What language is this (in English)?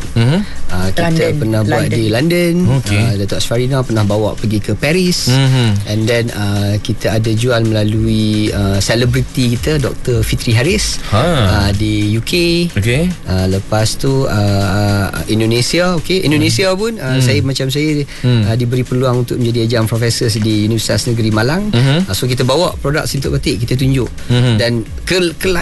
Malay